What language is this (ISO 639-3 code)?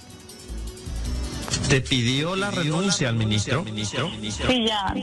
spa